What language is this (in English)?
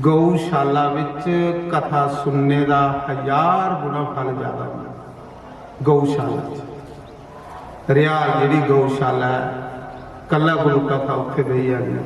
Dogri